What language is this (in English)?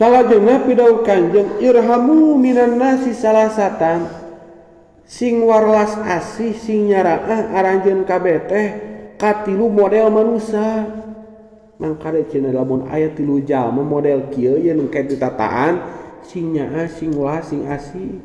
Sundanese